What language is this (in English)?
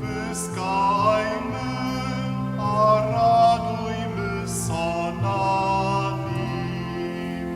Upper Sorbian